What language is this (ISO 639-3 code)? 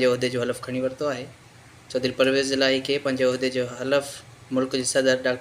snd